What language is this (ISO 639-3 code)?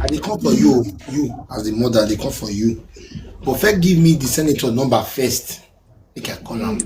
pcm